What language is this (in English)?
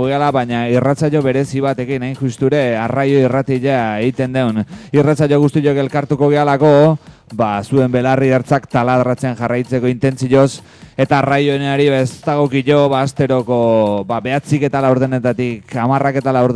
Basque